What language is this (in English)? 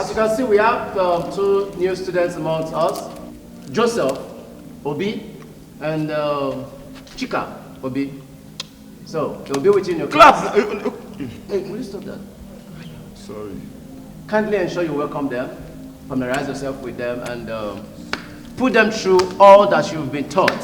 Nigerian Pidgin